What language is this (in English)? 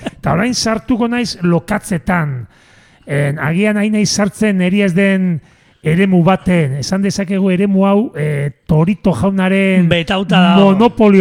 Basque